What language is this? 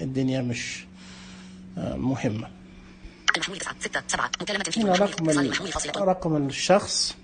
Najdi Arabic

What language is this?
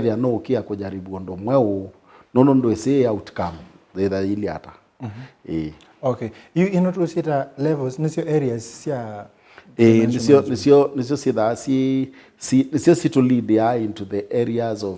Kamba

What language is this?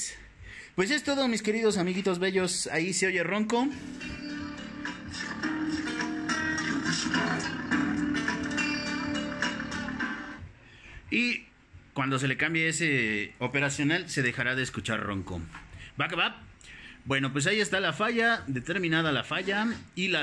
Spanish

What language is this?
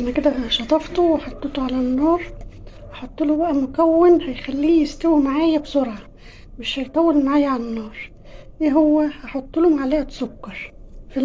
Egyptian Arabic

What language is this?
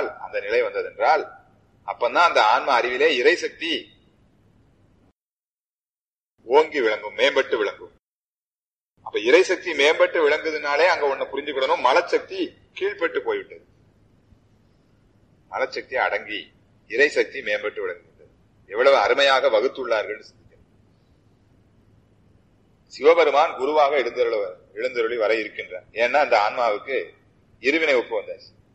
Tamil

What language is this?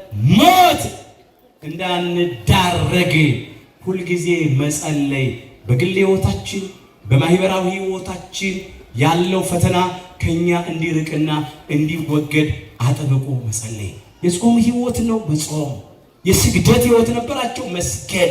Amharic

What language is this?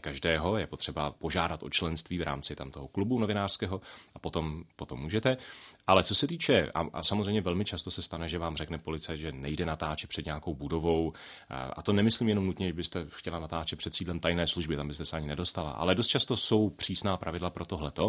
Czech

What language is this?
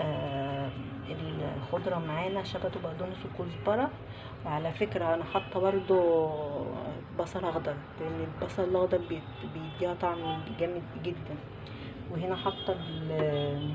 Egyptian Arabic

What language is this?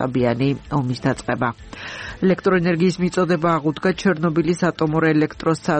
Georgian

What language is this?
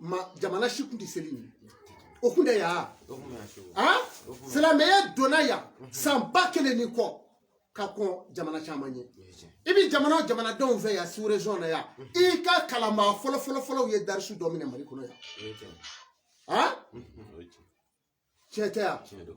Bambara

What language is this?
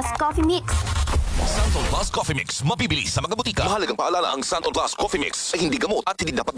Filipino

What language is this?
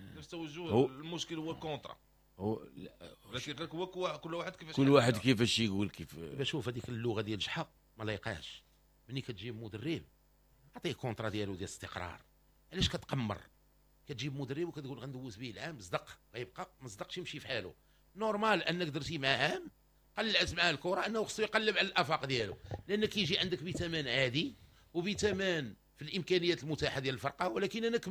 Moroccan Arabic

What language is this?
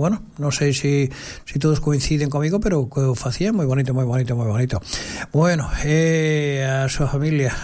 Galician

